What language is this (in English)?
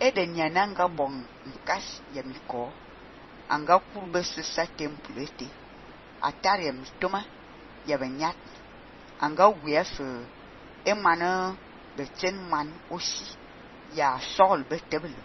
Fang